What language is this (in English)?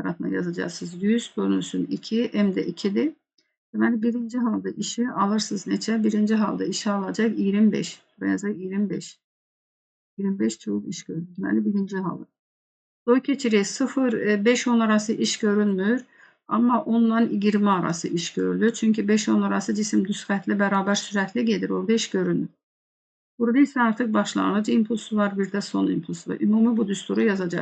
Azerbaijani